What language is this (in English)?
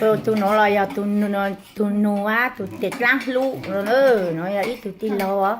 Hmong